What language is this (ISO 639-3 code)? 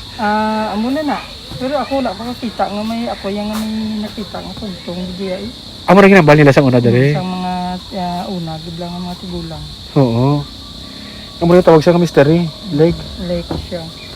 hil